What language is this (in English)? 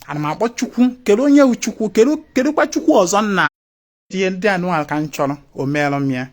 Igbo